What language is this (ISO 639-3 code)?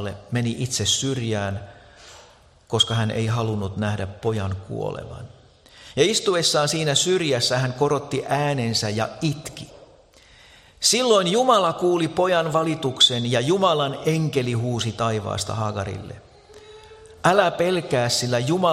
fin